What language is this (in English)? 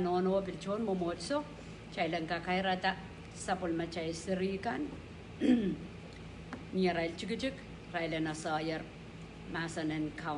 Pohnpeian